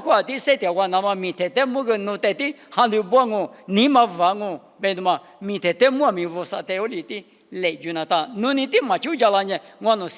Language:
Lisu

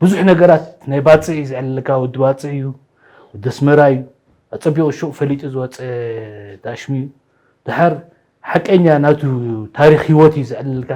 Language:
Tigrinya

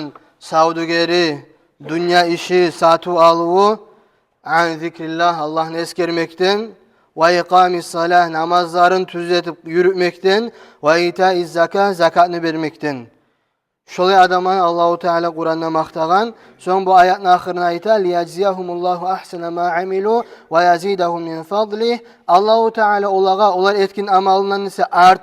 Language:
Kumyk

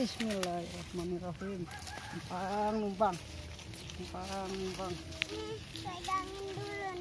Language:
Betawi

